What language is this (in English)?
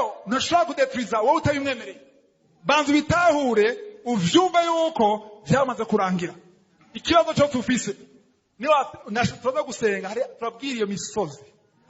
Rundi